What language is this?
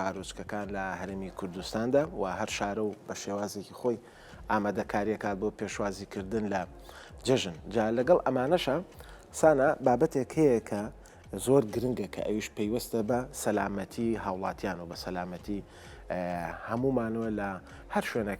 Central Kurdish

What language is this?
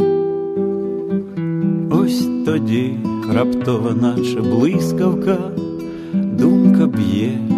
Ukrainian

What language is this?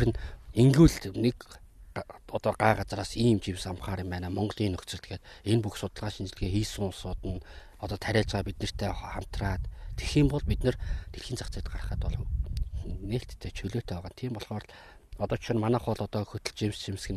Mongolian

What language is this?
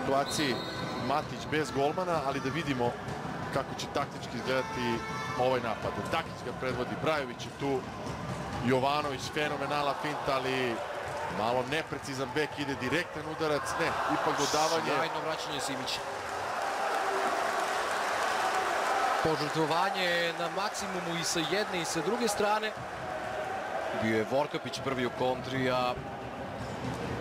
Serbian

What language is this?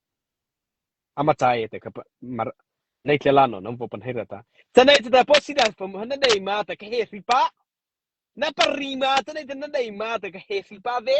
Mara Chin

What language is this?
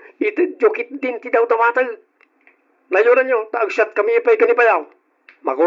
Iloko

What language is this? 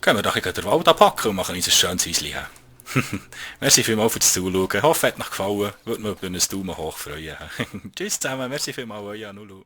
Swiss German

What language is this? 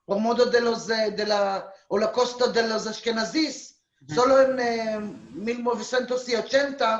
Ladino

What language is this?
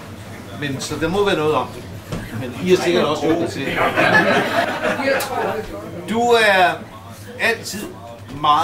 Danish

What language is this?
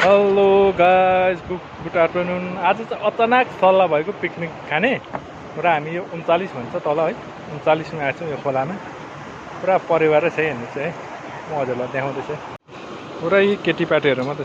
Nepali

